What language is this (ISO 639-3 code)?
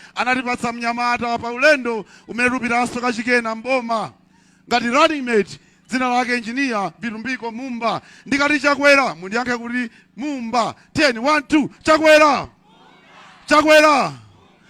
nya